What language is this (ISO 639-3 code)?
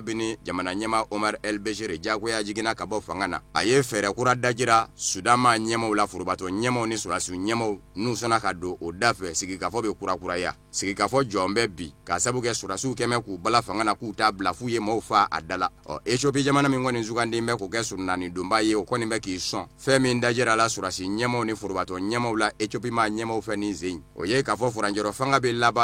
bam